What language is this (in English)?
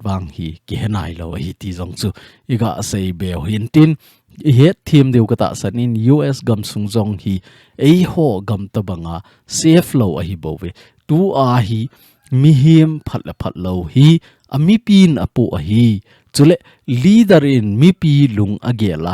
Thado Chin